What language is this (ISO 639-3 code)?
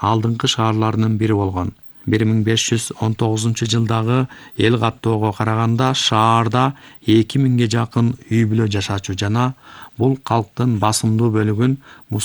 kir